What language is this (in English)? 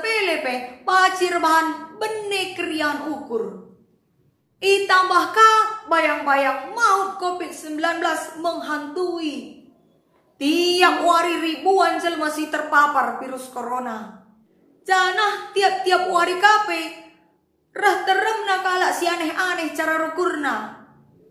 Batak Karo